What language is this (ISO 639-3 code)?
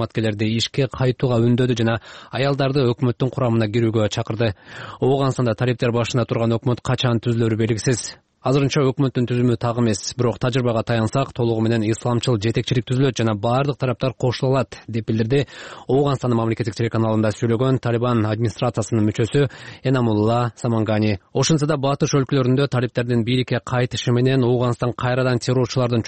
kir